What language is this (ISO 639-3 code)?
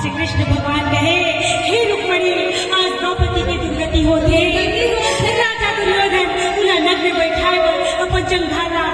hne